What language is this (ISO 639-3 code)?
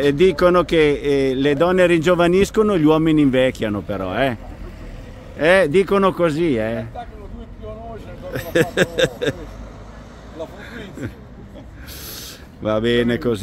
ita